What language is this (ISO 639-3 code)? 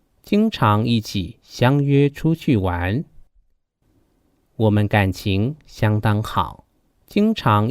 hak